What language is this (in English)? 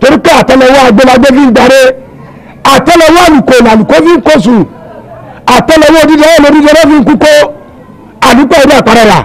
Yoruba